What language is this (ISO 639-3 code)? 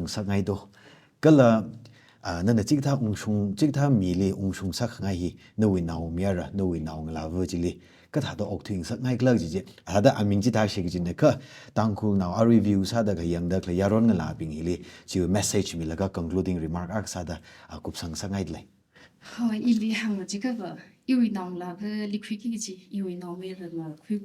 nmf